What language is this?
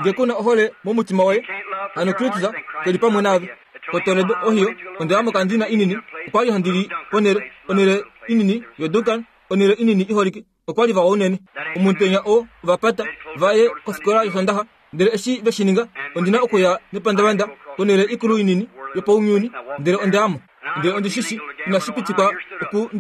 Kuanyama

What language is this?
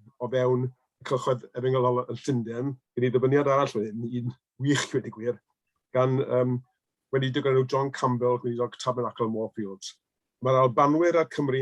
Welsh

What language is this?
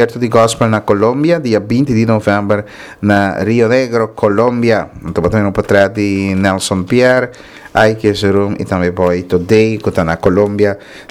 Papiamento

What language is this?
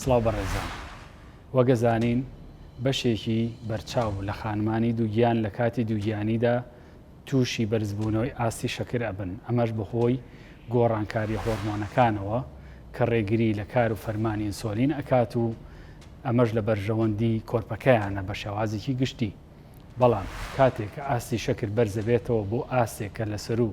Central Kurdish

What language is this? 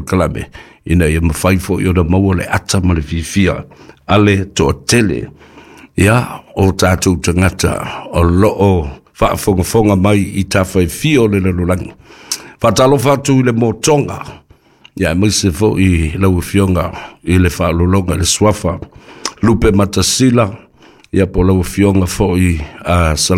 Samoan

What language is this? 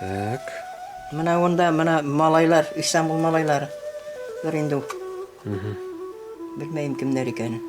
Bashkir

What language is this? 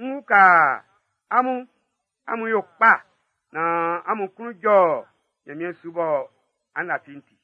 Baoulé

